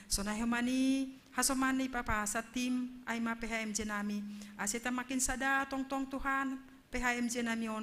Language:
Batak Simalungun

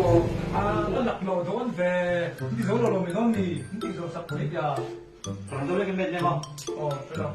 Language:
Mizo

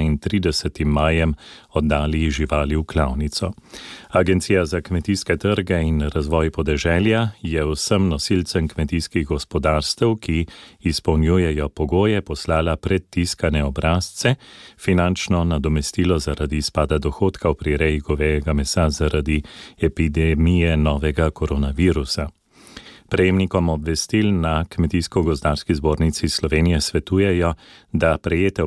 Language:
Slovenian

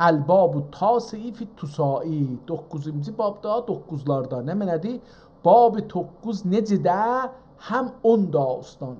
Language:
South Azerbaijani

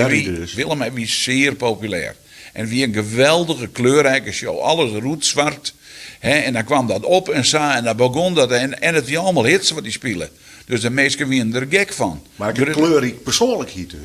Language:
Western Frisian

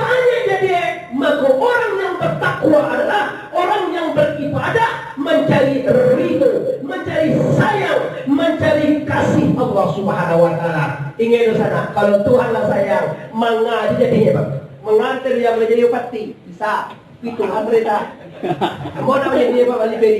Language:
Minangkabau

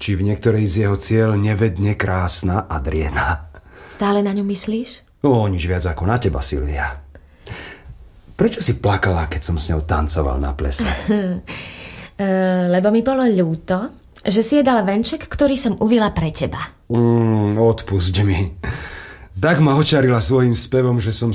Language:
Slovak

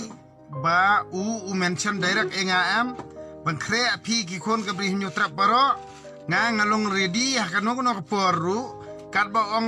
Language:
Khasi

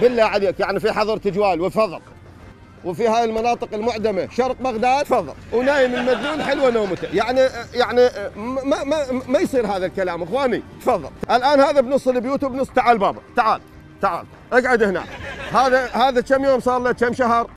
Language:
Mesopotamian Arabic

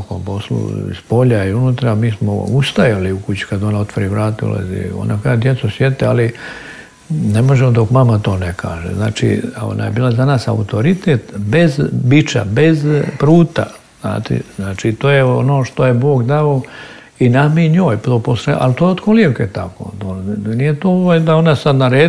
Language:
Serbian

